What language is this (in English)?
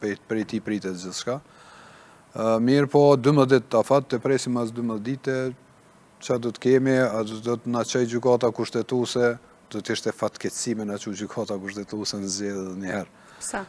Albanian